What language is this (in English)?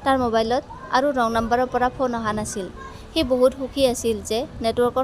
Assamese